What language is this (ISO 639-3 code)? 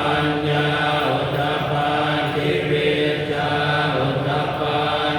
pli